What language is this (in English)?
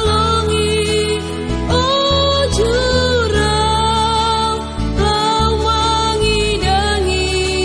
Batak Simalungun